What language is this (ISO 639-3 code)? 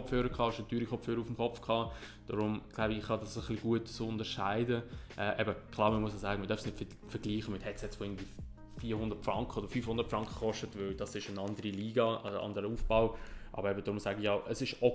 gsw